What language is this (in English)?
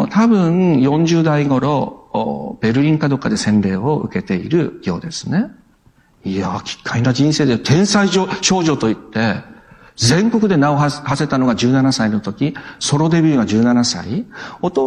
Japanese